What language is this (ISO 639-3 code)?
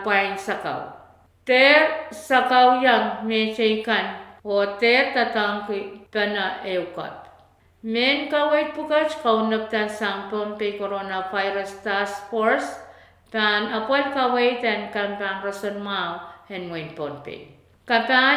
pon